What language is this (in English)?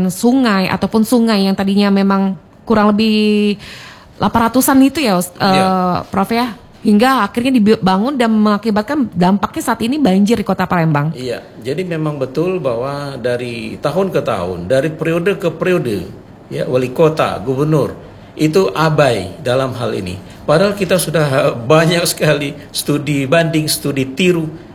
Indonesian